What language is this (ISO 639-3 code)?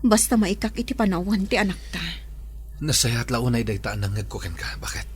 ilo